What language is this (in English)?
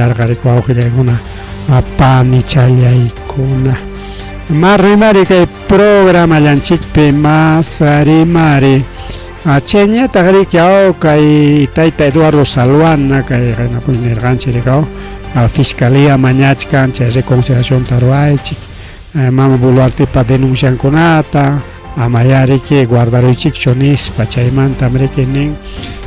Ayacucho Quechua